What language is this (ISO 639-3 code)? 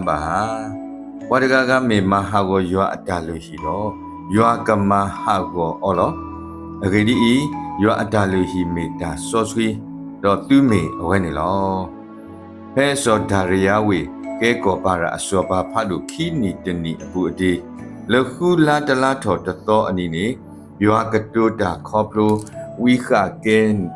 ksw